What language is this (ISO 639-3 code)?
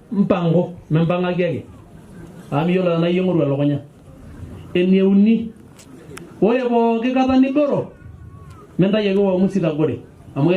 mas